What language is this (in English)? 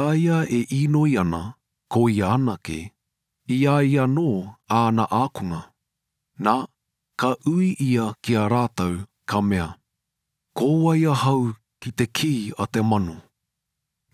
Māori